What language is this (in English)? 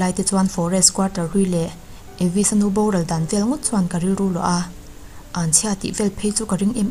Mizo